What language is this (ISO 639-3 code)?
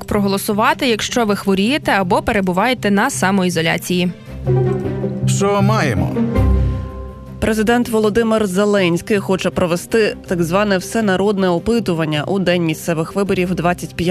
ukr